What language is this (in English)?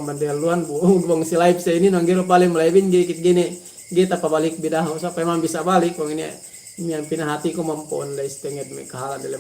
Yakan